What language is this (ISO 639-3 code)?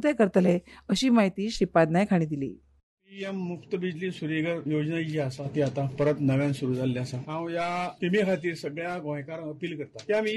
kok